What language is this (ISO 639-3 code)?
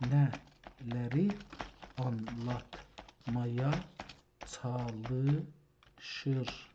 azb